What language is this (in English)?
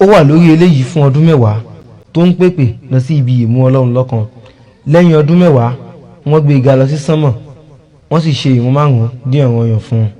Yoruba